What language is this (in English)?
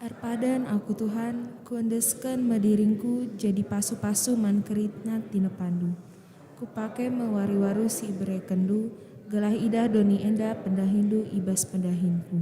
Batak Karo